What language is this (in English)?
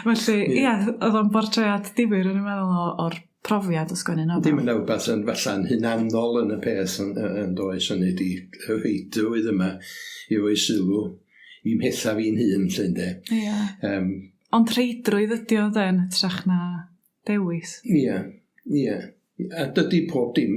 Welsh